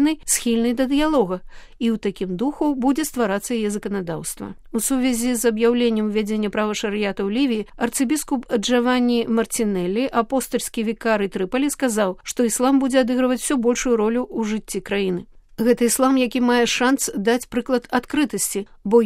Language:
Belarusian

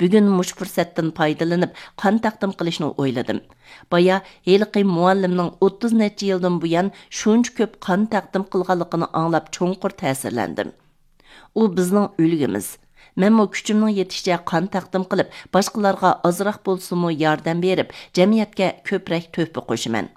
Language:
Uyghur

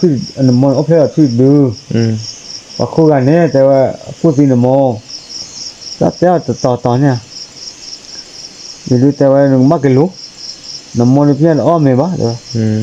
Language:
S'gaw Karen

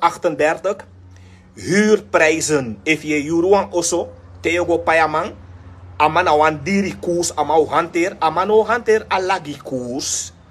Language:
Sranan Tongo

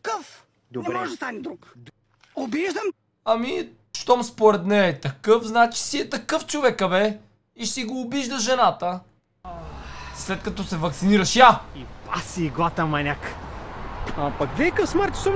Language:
Bulgarian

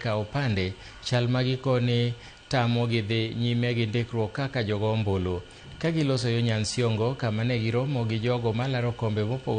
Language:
Luo (Kenya and Tanzania)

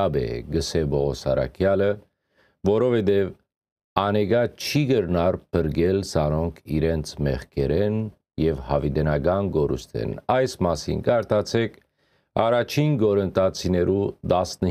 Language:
Western Armenian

